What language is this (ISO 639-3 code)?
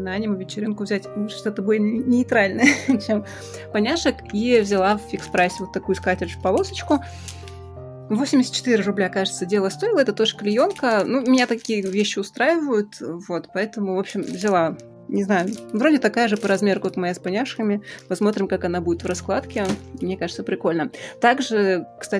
rus